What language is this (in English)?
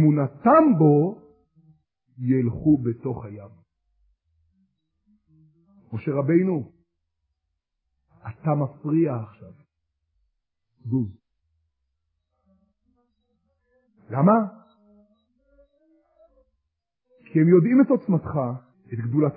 Hebrew